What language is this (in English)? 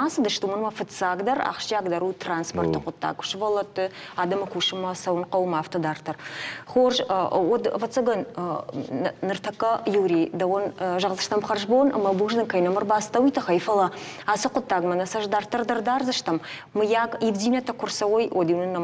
Ossetic